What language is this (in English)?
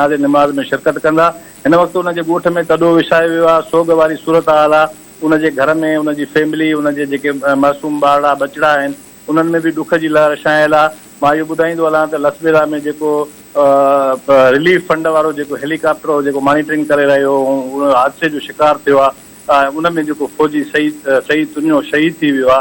Sindhi